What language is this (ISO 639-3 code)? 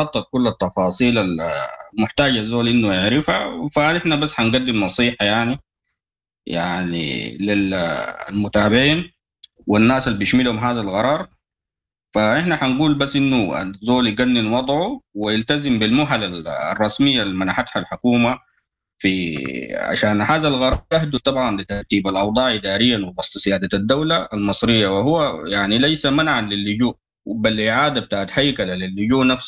apd